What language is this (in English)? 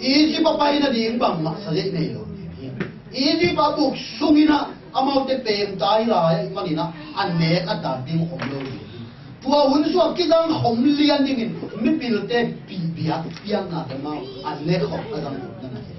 Tedim Chin